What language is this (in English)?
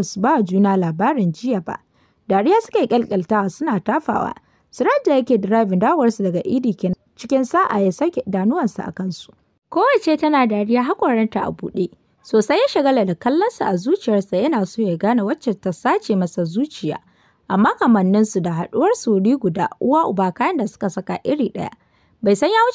Hausa